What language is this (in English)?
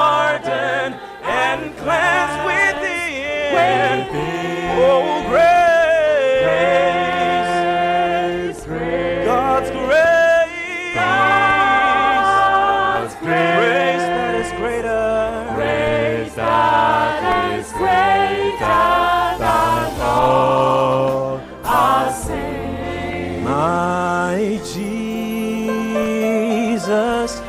Ewe